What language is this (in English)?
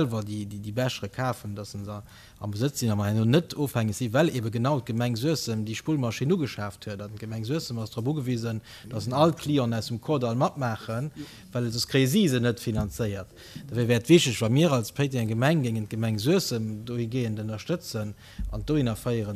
Luxembourgish